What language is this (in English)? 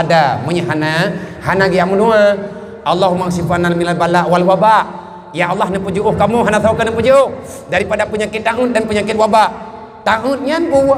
Achinese